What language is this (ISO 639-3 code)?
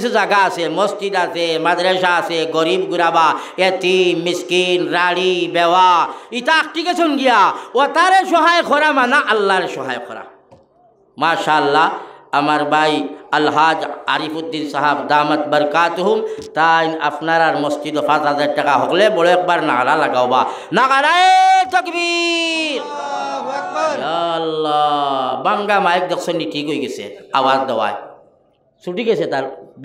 syl